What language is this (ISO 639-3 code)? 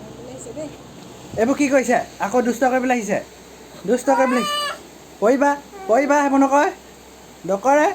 asm